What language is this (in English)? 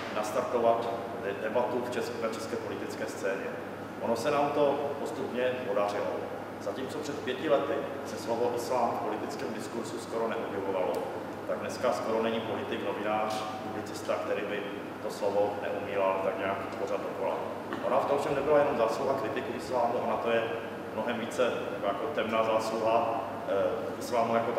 Czech